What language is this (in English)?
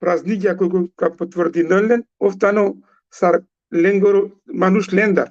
Balkan Romani